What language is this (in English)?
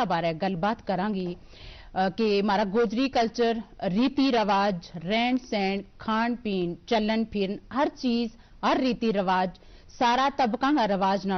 Gujari